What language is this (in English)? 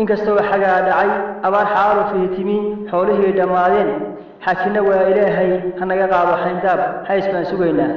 Somali